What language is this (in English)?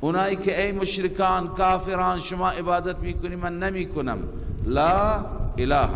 Persian